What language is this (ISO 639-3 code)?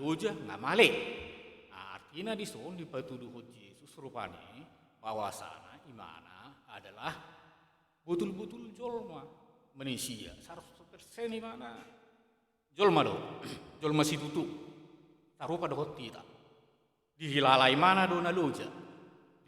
bbc